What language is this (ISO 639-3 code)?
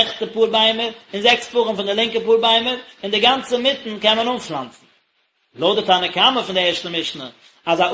yid